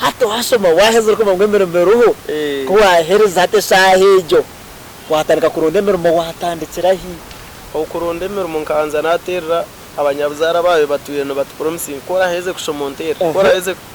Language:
Nyankole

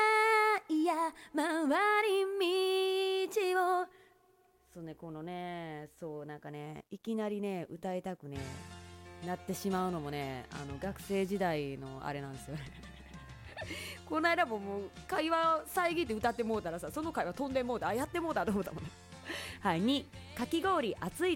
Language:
Japanese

